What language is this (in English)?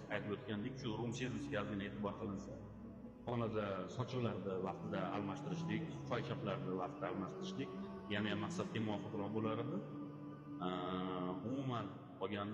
Uzbek